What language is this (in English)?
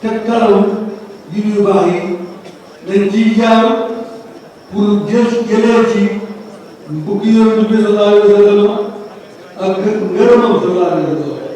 Wolof